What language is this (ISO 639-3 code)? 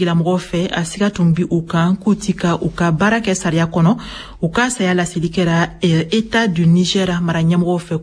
bam